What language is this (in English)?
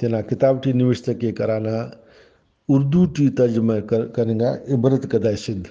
Brahui